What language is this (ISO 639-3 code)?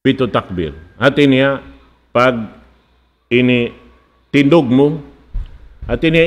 tsg